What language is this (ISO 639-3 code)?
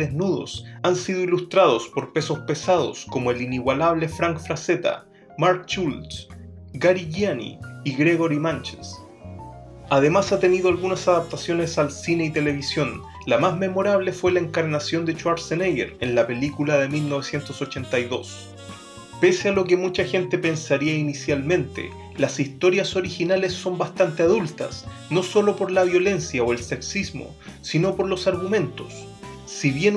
spa